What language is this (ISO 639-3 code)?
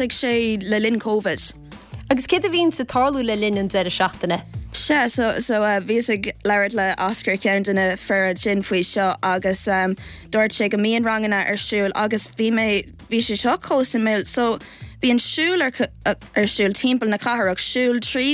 gle